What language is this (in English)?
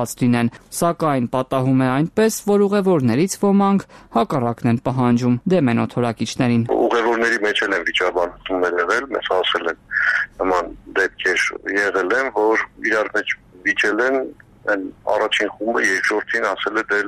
Armenian